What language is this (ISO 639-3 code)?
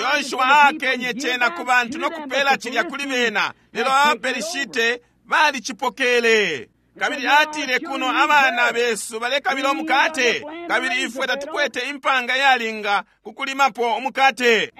bem